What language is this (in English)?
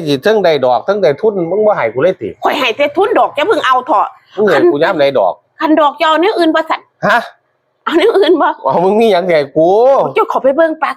Northeastern Thai